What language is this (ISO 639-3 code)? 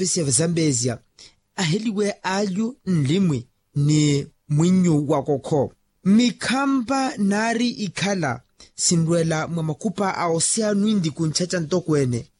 vmw